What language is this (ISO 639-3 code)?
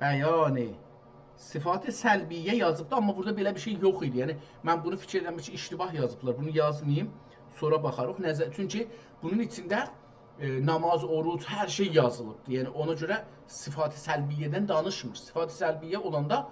azb